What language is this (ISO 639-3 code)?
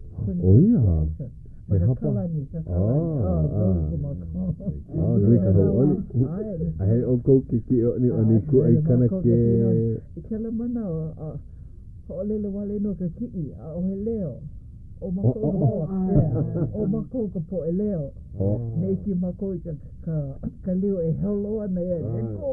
haw